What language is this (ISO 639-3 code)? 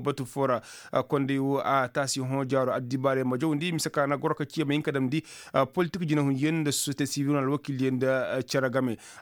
ses